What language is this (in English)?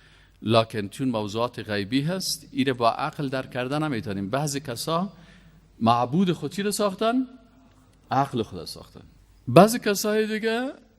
Persian